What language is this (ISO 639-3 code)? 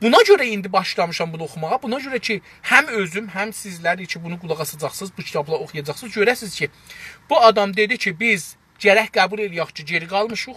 azb